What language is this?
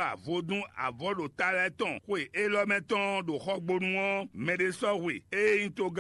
Fon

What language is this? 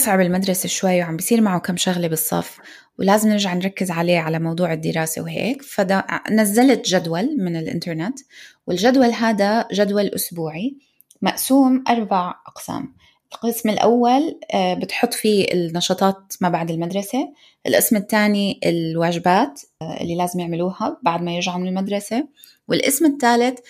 North Levantine Arabic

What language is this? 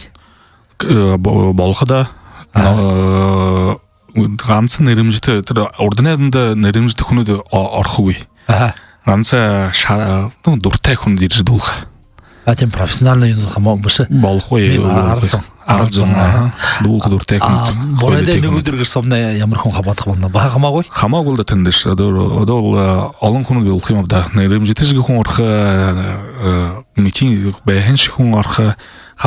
Buriat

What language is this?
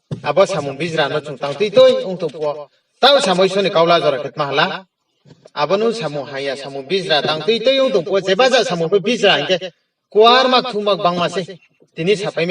Riang (India)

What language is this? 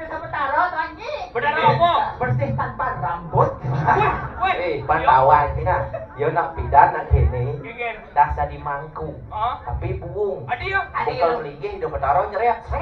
Balinese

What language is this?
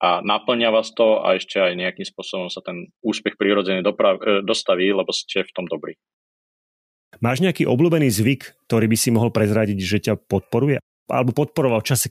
Slovak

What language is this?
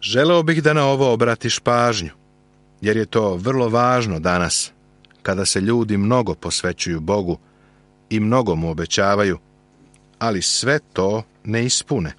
Serbian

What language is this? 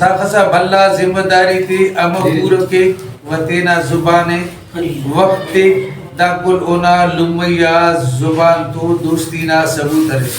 Brahui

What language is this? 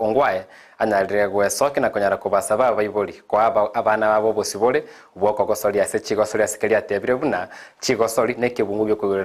Gusii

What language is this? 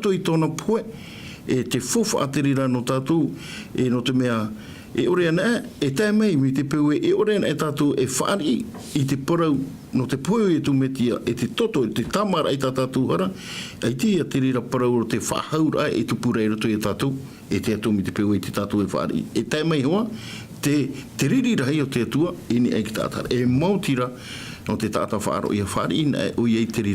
Tahitian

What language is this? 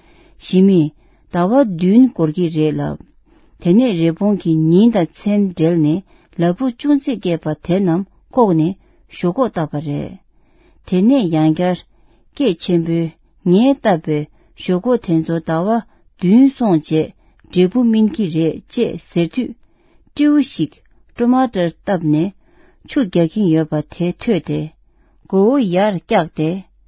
Tibetan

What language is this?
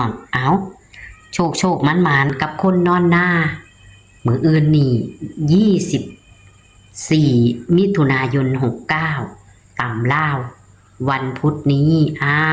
Northeastern Thai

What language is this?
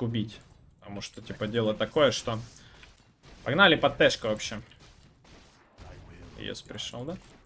Russian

